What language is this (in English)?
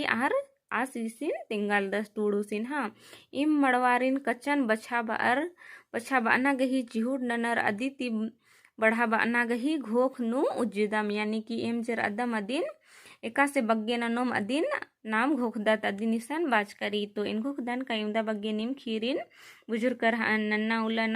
Kurukh